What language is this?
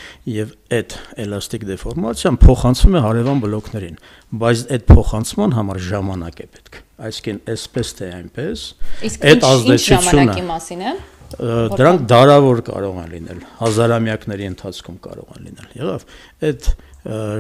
Armenian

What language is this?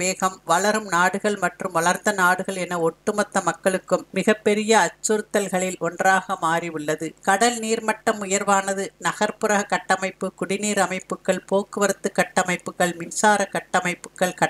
Tamil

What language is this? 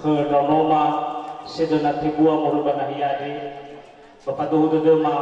Nias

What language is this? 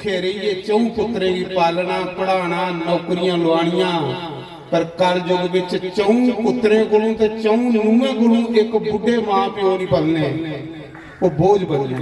Dogri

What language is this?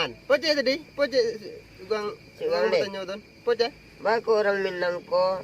Minangkabau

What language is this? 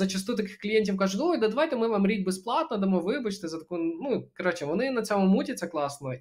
Ukrainian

